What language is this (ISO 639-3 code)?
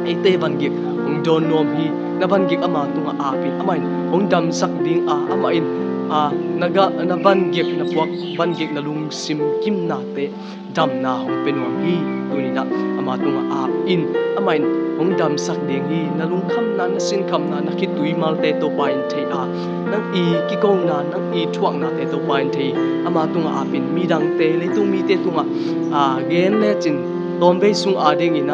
ctd